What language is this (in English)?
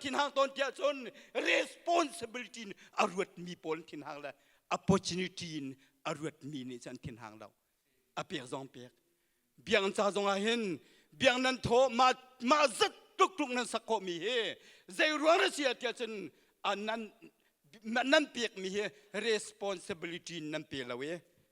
Hakha Chin